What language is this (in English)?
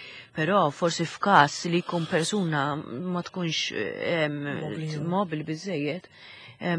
Maltese